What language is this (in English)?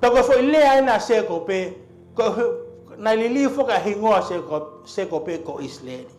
Tongan